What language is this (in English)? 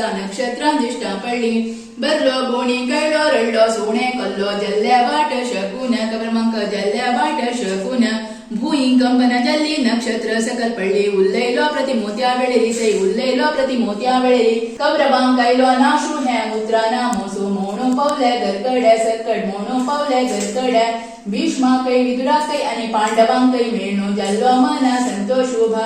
Konkani